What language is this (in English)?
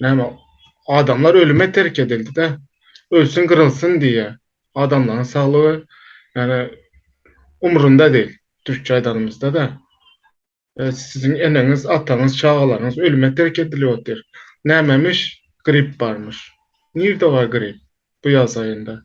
Turkmen